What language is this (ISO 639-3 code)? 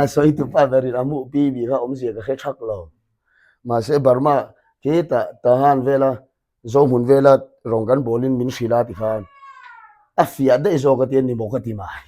lus